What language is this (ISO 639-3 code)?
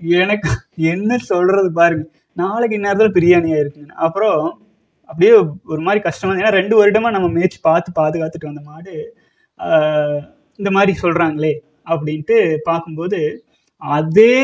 tam